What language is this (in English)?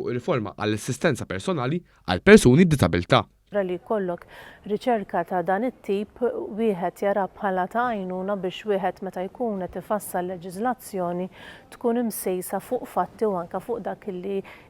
Maltese